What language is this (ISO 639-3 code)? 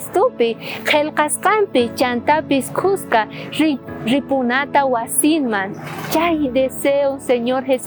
quh